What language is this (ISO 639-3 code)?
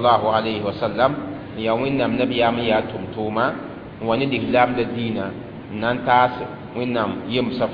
mos